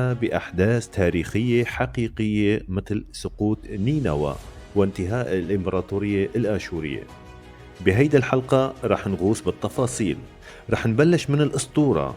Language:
North Levantine Arabic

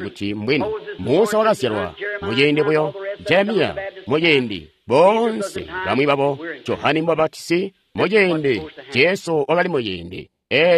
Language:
Tonga (Zambia)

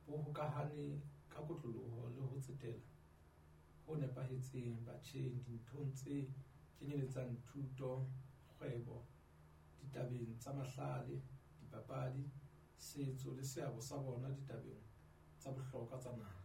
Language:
Southern Sotho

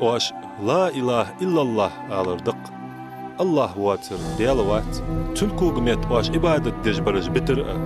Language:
Ingush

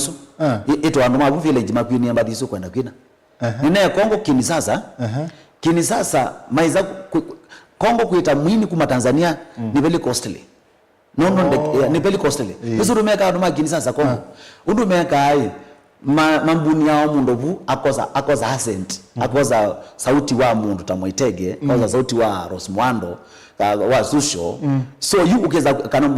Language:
Kamba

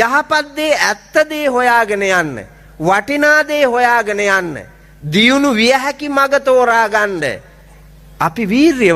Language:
Sinhala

